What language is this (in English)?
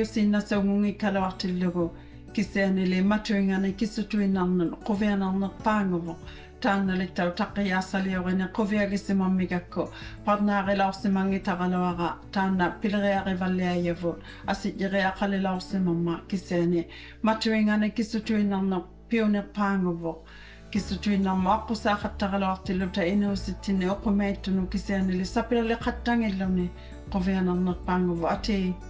Inuktitut